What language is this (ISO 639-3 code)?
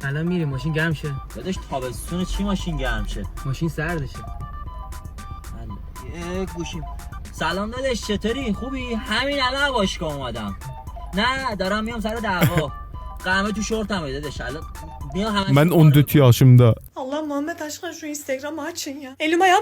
azb